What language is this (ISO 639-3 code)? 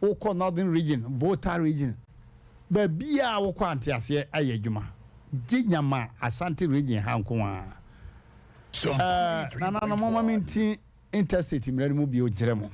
aka